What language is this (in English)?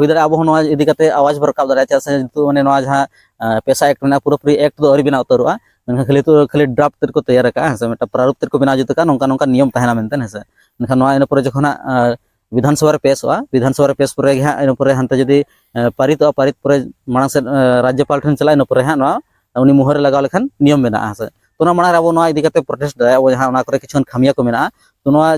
Santali